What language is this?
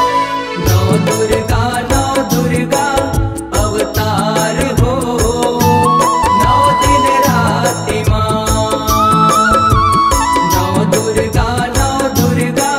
Chhattisgarhi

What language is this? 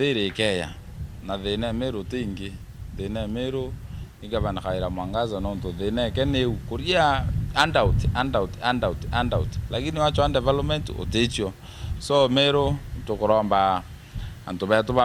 Meru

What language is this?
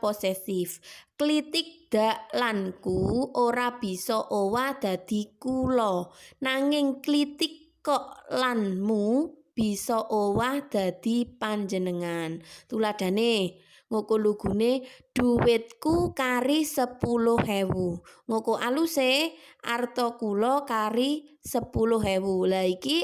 Javanese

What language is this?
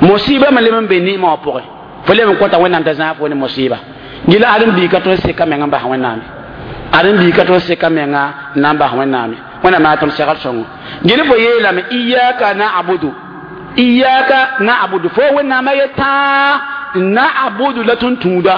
Mossi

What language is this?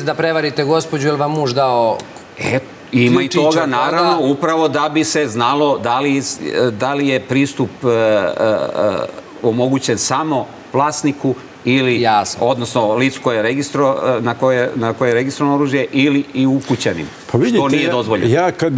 Serbian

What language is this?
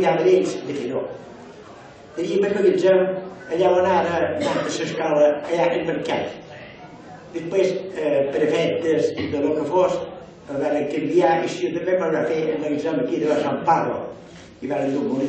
Catalan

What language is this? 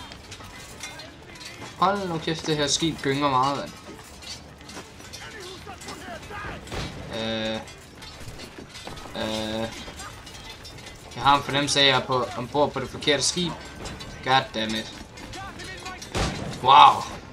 Danish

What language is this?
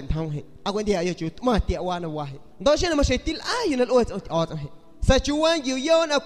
San Pedro Amuzgos Amuzgo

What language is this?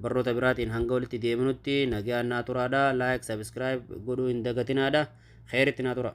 Oromo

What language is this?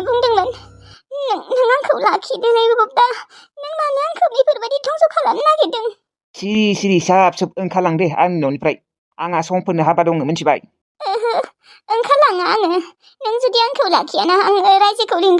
Bodo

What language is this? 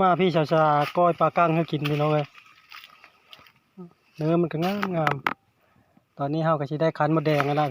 Lao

